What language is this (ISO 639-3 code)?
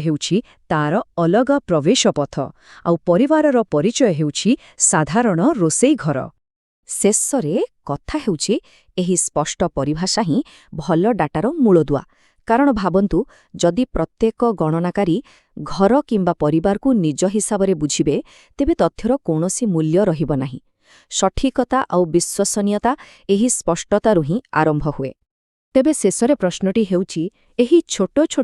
ori